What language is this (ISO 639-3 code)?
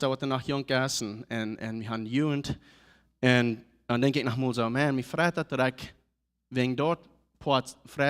pdt